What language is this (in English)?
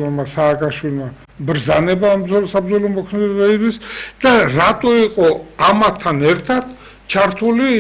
Georgian